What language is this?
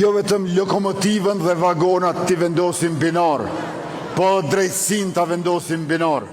Albanian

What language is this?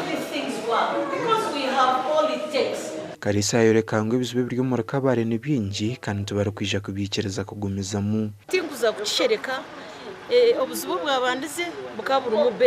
Nyankole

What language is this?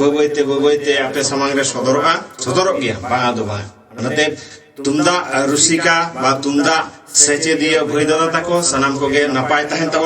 Santali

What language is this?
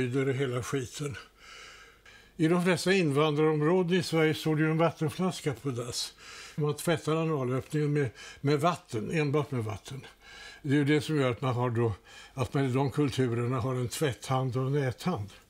Swedish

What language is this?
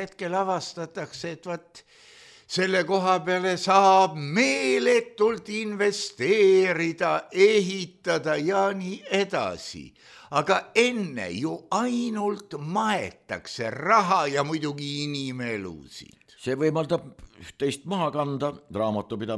Estonian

